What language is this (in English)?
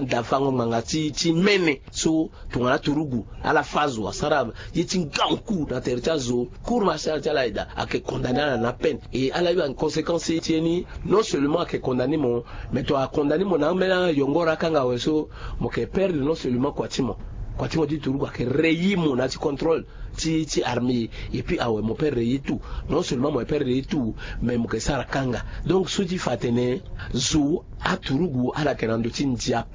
Sango